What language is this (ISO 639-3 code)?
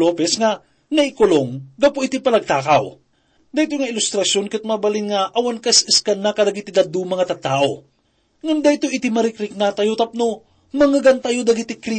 ilo